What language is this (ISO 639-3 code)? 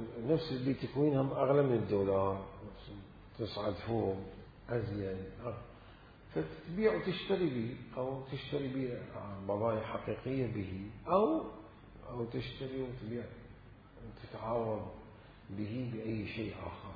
acm